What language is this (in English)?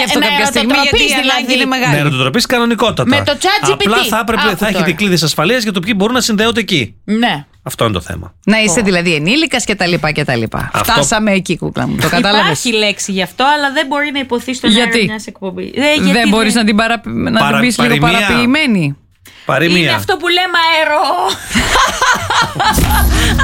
Greek